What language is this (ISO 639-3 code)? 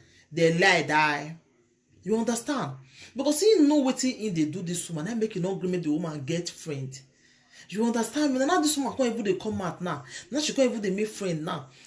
pcm